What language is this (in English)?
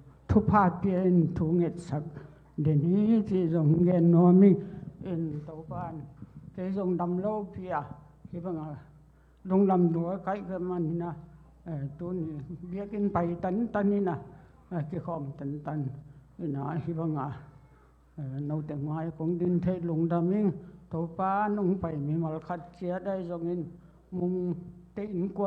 Tedim Chin